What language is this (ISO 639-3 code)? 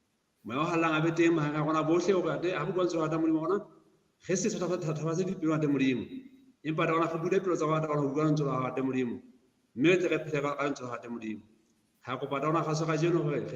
sot